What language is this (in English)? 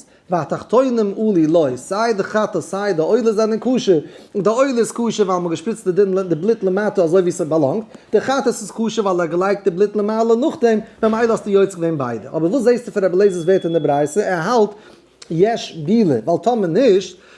Yiddish